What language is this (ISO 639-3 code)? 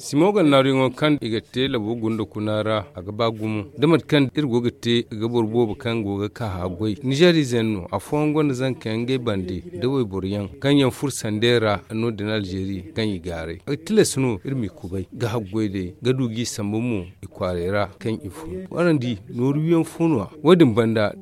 dje